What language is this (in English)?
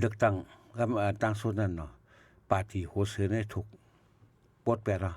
Shan